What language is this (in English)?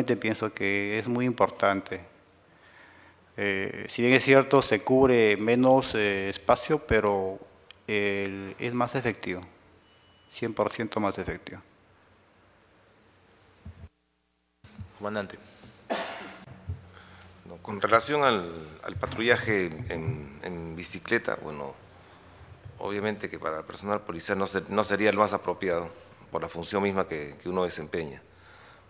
Spanish